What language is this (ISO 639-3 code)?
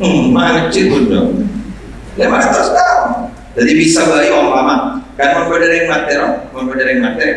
mad